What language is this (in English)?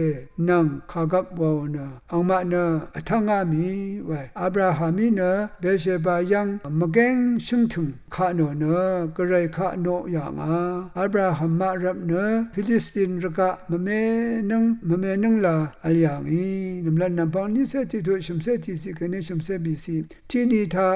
Rawang